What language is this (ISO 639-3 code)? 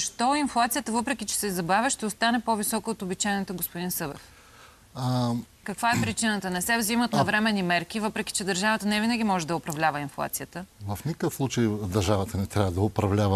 bul